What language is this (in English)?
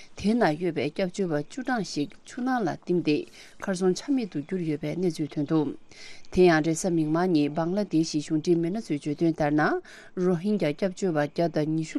Tibetan